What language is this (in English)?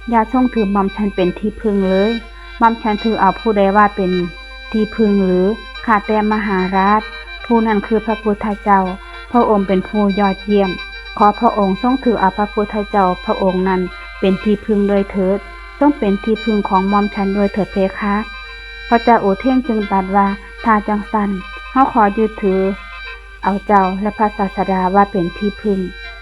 Northeastern Thai